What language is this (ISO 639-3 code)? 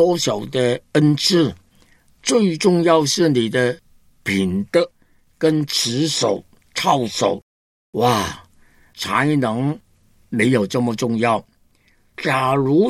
zho